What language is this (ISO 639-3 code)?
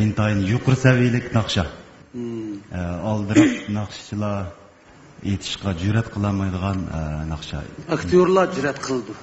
uig